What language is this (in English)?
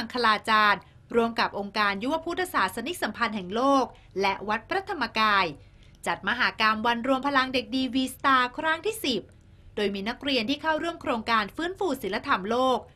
Thai